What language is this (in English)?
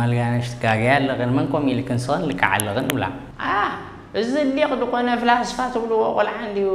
Tigrinya